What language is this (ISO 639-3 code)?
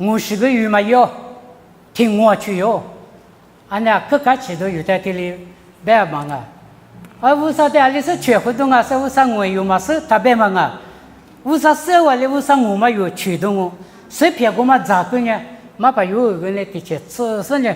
lis